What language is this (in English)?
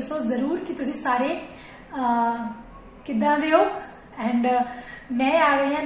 Punjabi